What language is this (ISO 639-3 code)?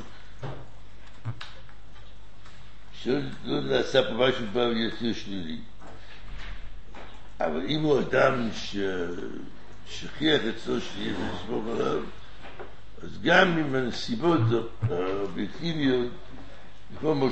heb